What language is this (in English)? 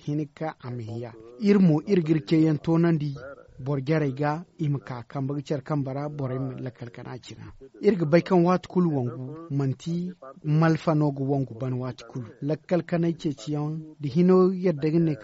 Zarma